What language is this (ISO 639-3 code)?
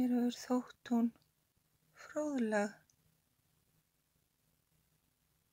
isl